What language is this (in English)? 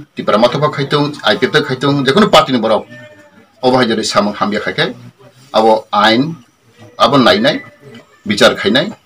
Kok Borok